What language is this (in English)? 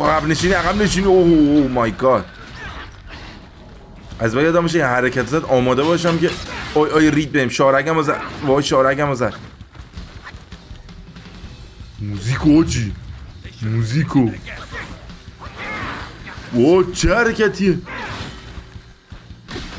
Persian